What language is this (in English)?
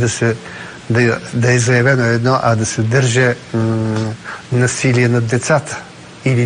Bulgarian